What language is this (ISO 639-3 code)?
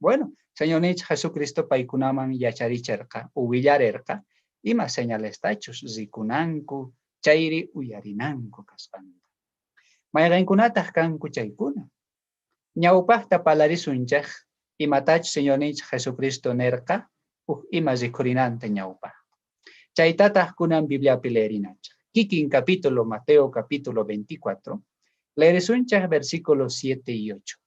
quh